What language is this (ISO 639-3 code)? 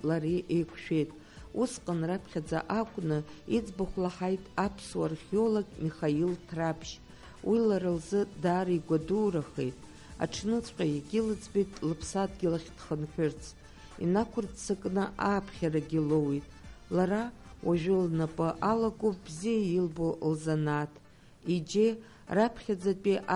abk